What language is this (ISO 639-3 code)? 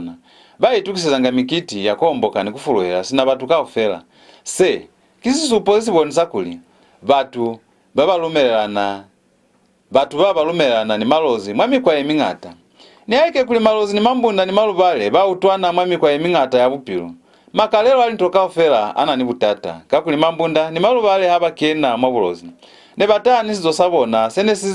loz